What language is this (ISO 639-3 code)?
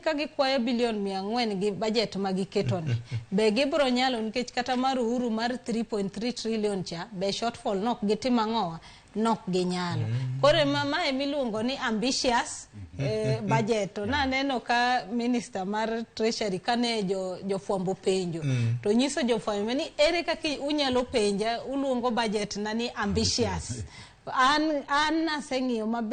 luo